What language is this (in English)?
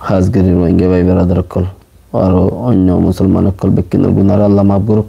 Rohingya